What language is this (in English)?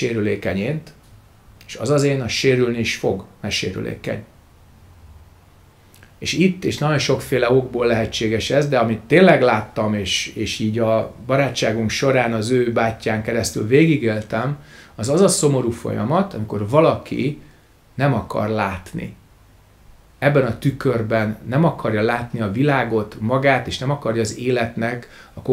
Hungarian